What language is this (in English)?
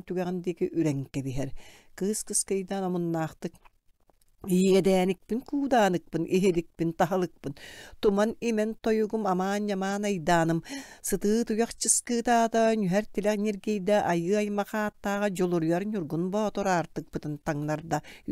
Yakut